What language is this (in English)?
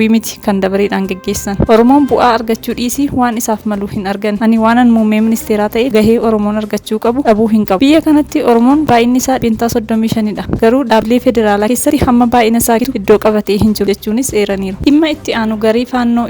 Oromo